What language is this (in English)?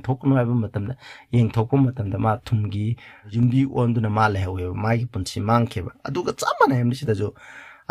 Manipuri